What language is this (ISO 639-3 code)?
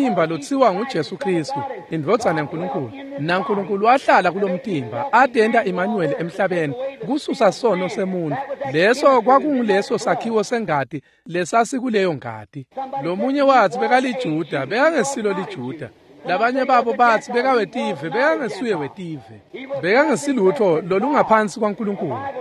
ssw